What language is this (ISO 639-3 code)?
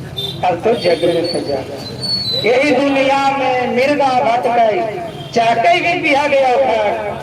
mag